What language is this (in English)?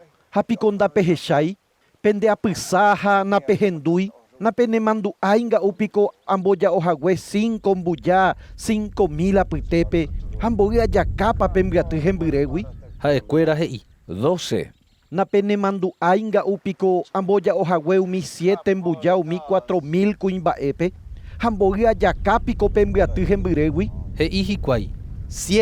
Guarani